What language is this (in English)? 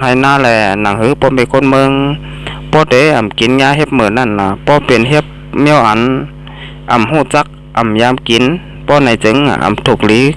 Shan